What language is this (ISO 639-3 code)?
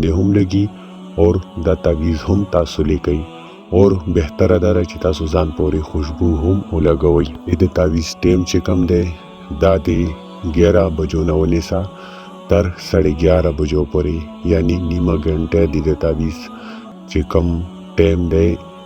pus